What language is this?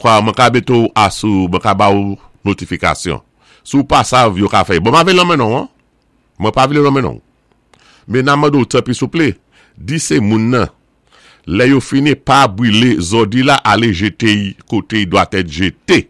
Saint Lucian Creole French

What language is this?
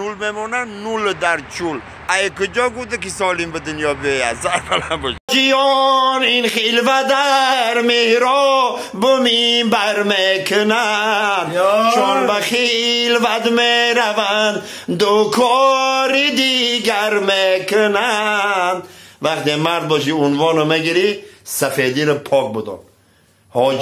Tajik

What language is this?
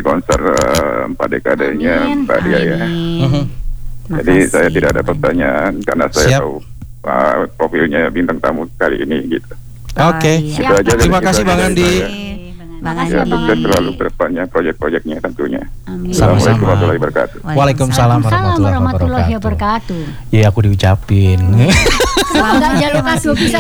Indonesian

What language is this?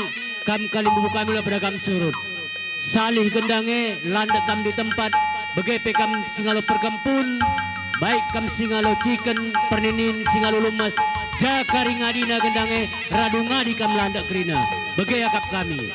Batak Karo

